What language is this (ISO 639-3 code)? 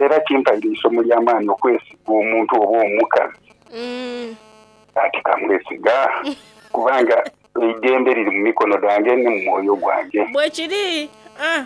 xog